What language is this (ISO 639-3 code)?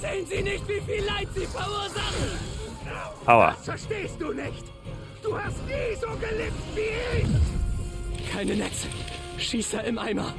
bar